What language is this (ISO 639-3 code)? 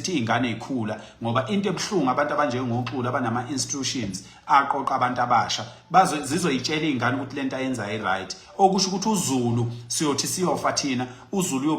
zul